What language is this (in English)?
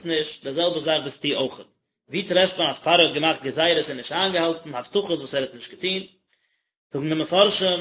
Yiddish